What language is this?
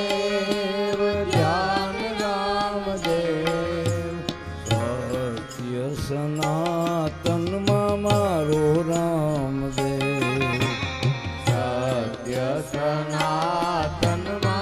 Gujarati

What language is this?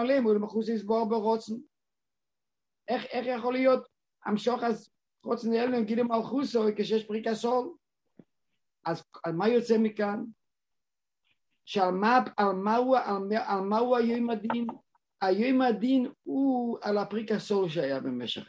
Hebrew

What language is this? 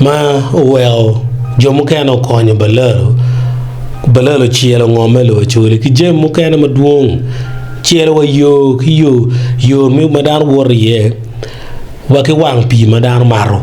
Acoli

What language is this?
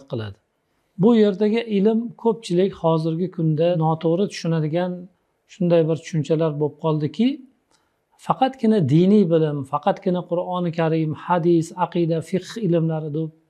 Uzbek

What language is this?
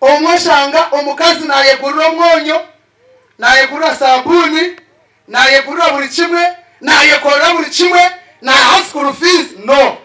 Nyankole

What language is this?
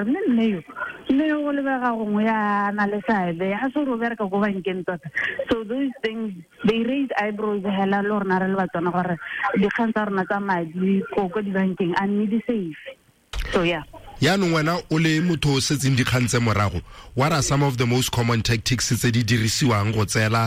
Tswana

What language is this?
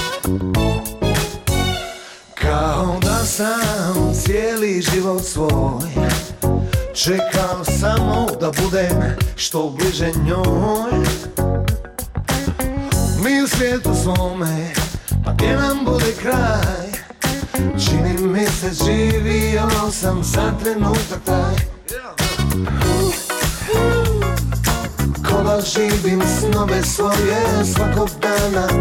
Bosnian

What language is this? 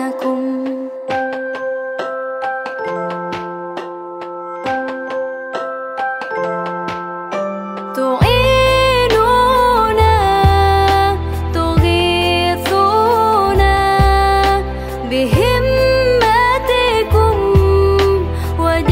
Arabic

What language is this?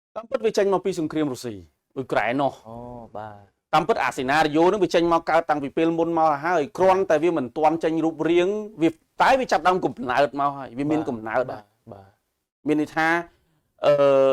Khmer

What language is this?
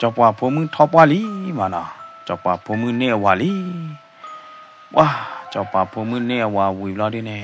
S'gaw Karen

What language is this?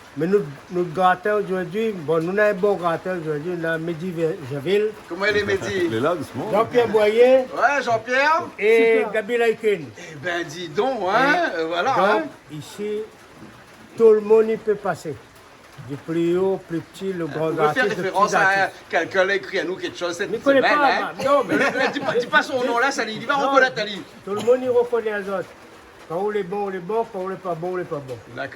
Réunion Creole French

